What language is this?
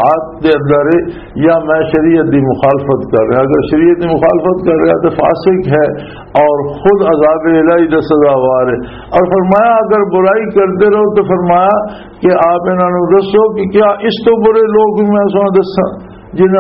Western Panjabi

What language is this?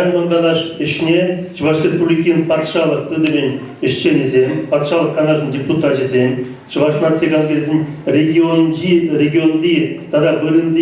Chuvash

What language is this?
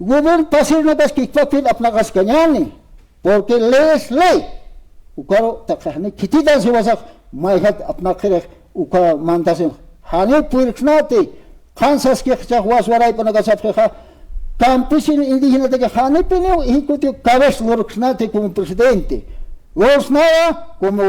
Aymara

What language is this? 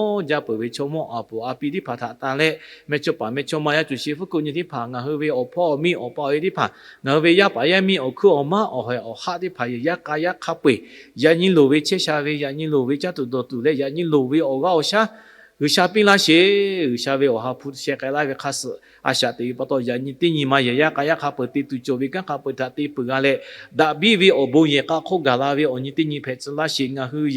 Lahu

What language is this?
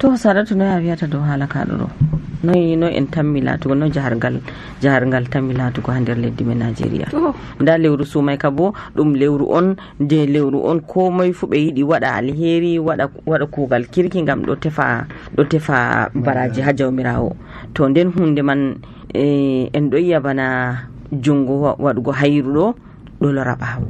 Nigerian Fulfulde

